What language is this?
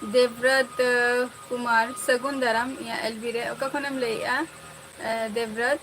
Santali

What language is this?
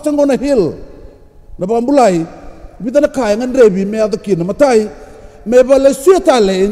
Fijian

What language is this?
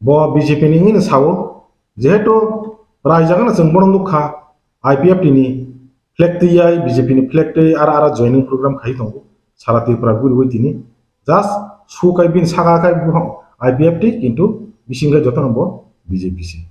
Kok Borok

